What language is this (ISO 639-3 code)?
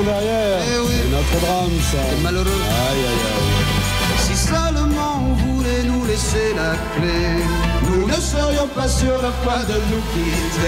fra